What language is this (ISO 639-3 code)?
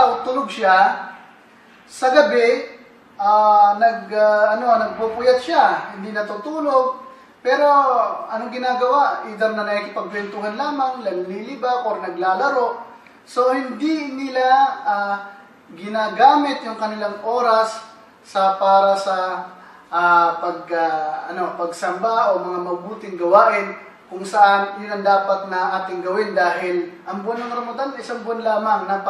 fil